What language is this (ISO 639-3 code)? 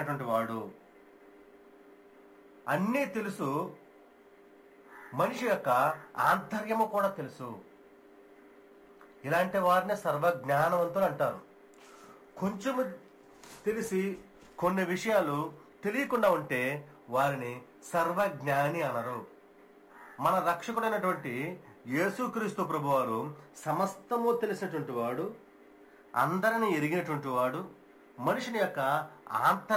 tel